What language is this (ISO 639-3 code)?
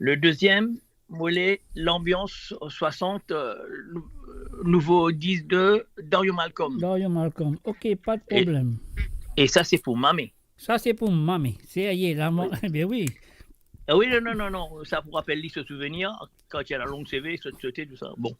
mfe